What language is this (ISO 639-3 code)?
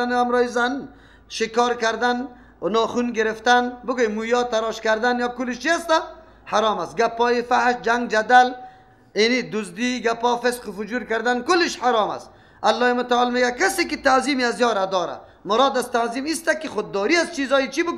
fas